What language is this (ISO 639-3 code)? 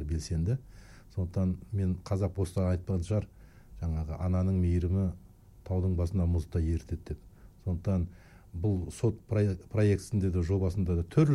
kaz